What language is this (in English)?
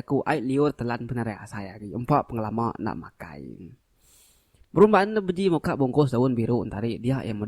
Iban